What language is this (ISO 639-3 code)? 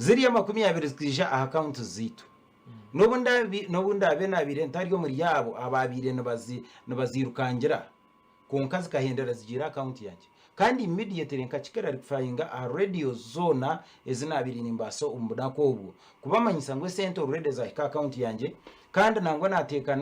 nyn